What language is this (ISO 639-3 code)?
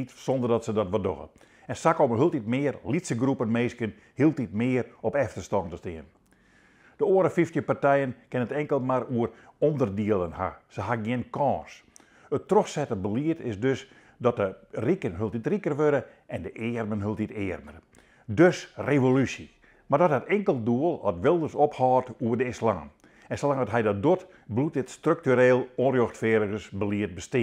fry